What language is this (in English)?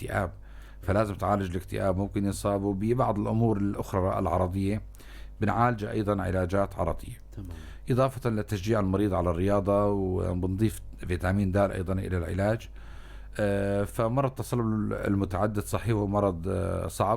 North Levantine Arabic